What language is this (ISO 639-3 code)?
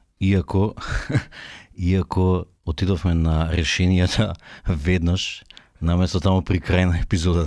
mkd